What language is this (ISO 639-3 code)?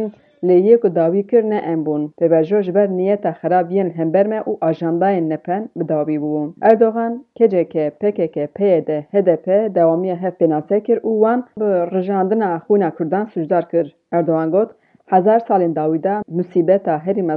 kur